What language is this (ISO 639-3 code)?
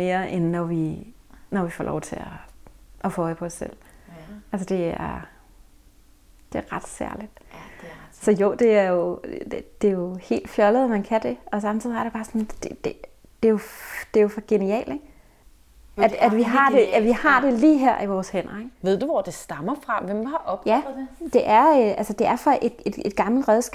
dan